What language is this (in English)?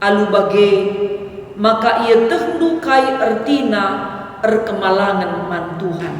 Batak Karo